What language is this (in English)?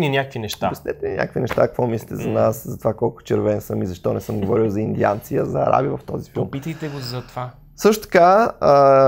Bulgarian